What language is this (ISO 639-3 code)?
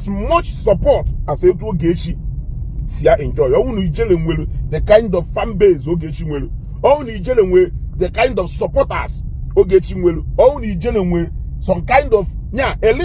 ibo